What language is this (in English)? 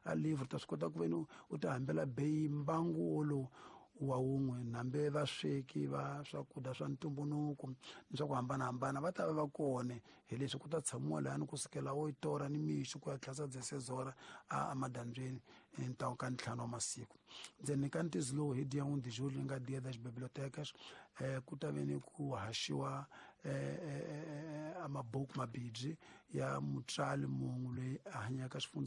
Tsonga